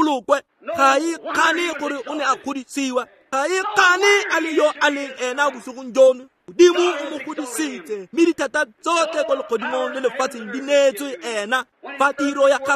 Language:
Tswana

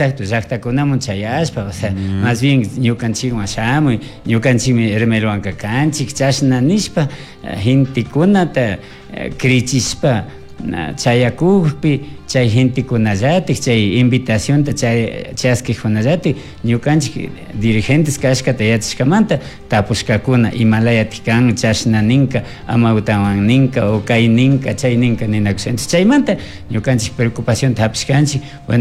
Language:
Chimborazo Highland Quichua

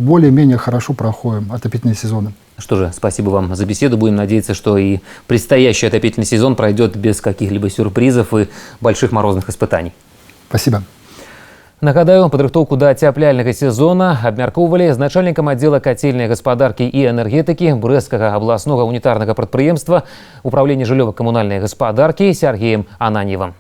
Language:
Belarusian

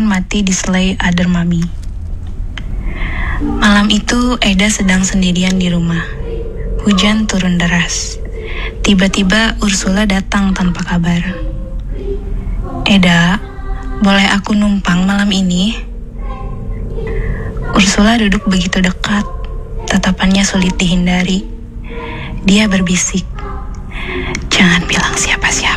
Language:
Indonesian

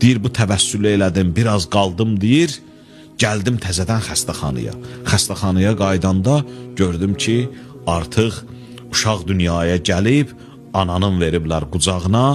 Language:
Azerbaijani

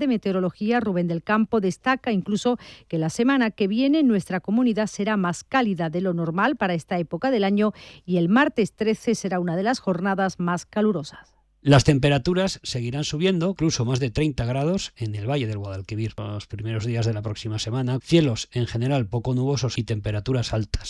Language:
Spanish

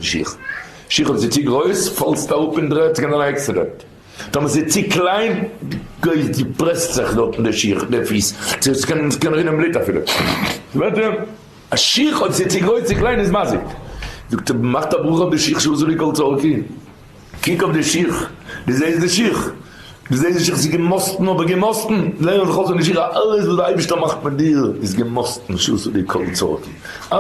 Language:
Yiddish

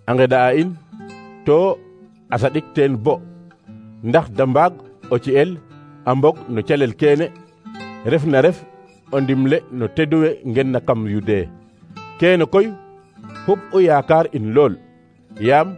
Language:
Serer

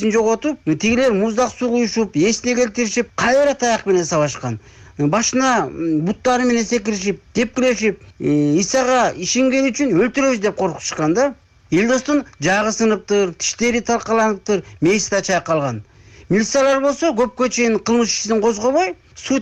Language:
Kyrgyz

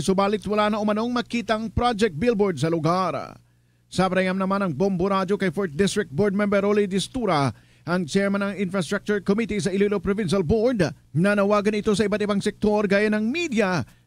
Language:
Hiligaynon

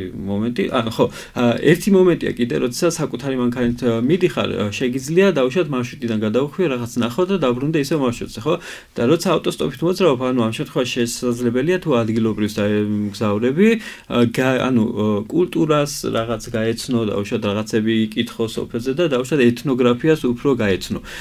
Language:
Georgian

